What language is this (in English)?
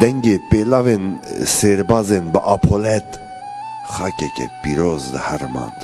Kurdish